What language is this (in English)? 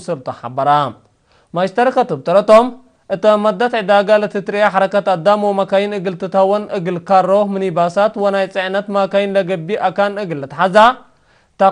Tigre